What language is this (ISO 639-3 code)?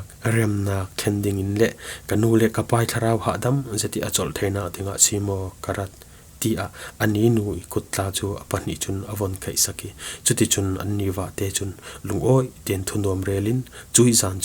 cfm